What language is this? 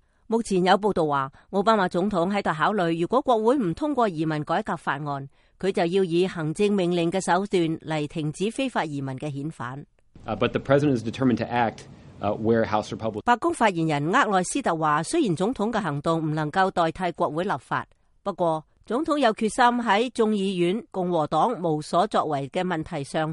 Cantonese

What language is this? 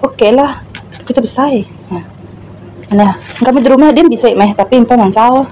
Iban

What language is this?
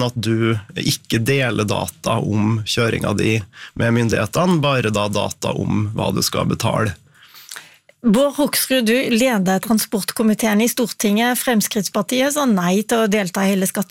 Norwegian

